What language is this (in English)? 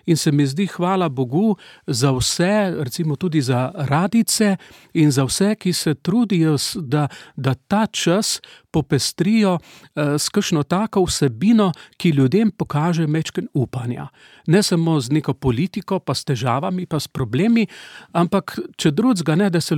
Slovenian